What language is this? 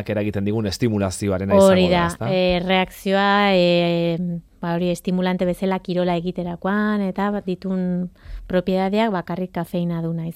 Basque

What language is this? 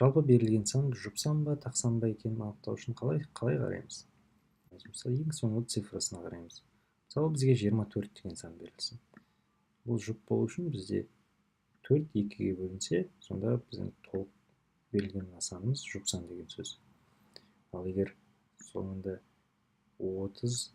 Kazakh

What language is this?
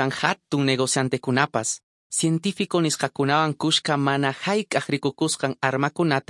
Quechua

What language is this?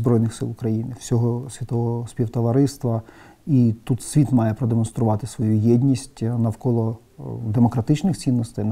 Ukrainian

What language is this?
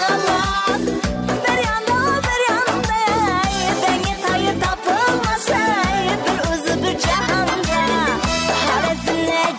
Kara-Kalpak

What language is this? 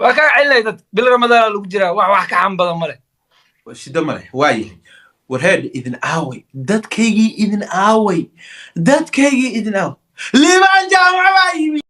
Somali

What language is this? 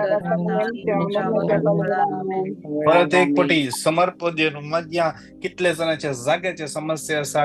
Konkani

